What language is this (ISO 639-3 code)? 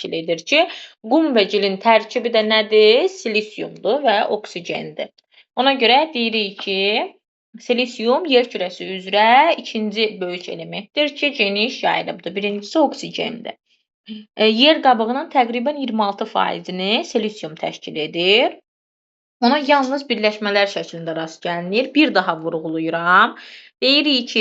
aze